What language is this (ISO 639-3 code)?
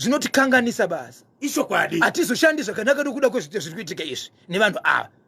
sna